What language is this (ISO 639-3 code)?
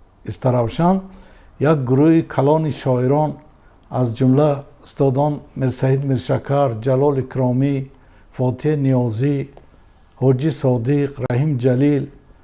tgk